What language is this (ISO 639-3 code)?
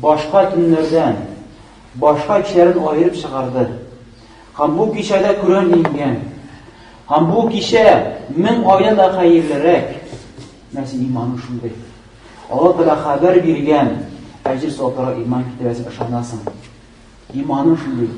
tat